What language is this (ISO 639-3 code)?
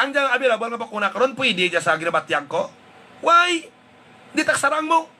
hil